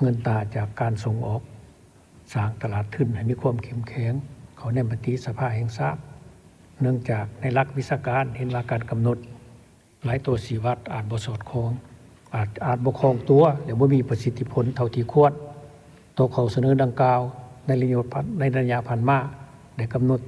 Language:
Lao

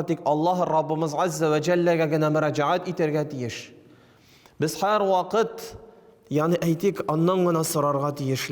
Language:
Tatar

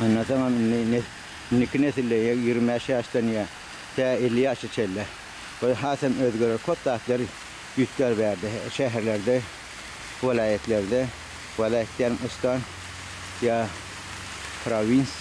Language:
Turkmen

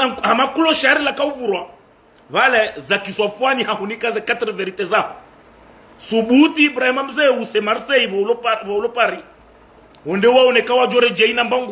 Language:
Ngazidja Comorian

